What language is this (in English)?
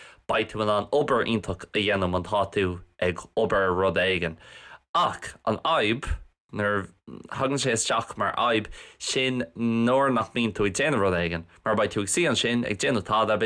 Irish